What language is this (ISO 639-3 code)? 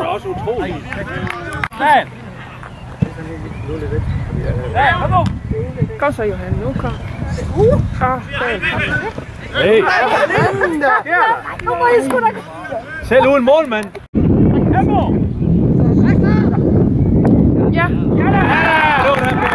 dan